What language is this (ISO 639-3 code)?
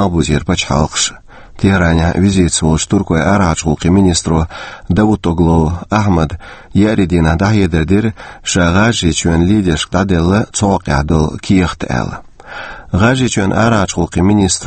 che